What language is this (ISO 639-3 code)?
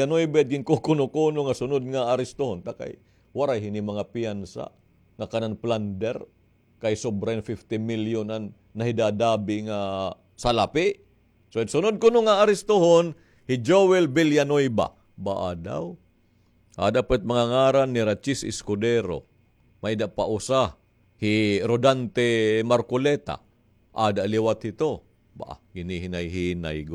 war